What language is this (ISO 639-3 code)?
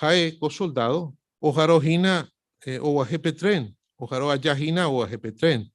grn